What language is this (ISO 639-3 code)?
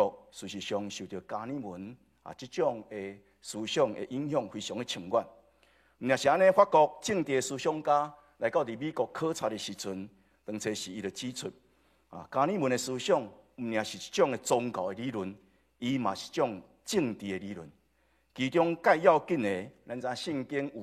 nan